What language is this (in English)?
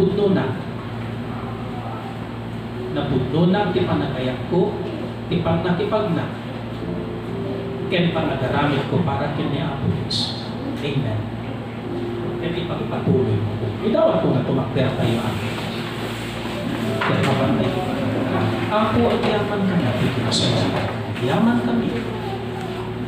Iloko